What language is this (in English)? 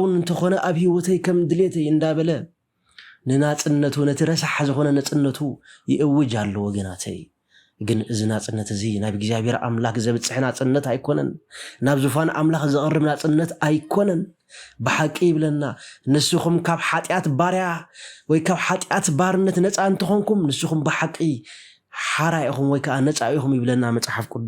Tigrinya